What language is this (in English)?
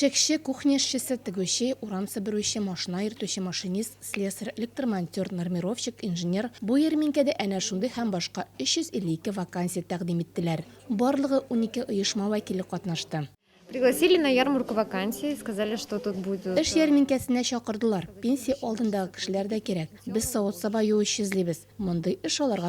Tatar